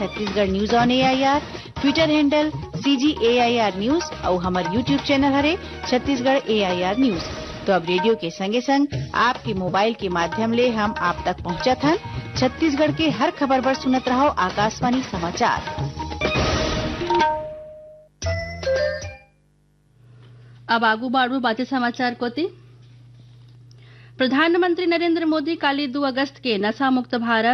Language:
Chhattisgarhi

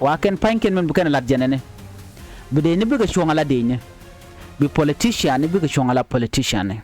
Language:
Nuer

